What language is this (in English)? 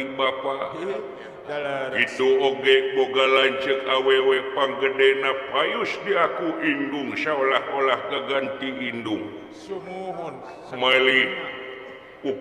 Sundanese